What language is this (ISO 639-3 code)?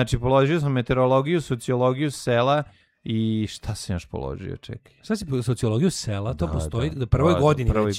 srp